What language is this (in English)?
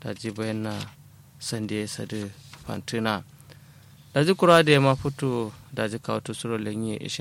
Kanuri